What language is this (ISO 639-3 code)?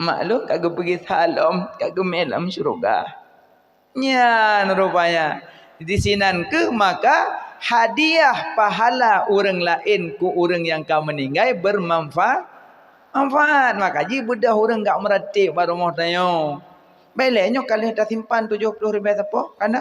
ace